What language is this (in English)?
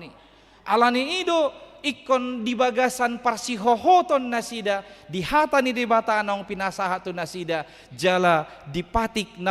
Batak Toba